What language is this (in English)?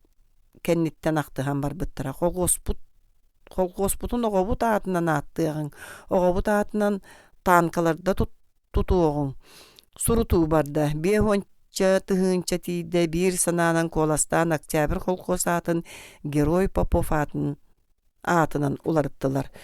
Yakut